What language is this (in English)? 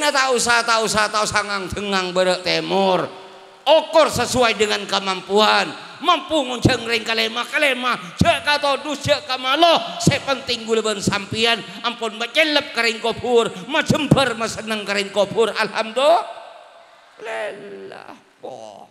Madurese